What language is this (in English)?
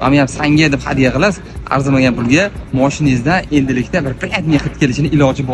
Uzbek